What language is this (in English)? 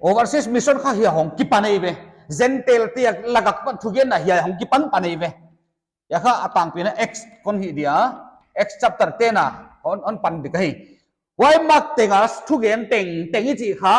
Paite Chin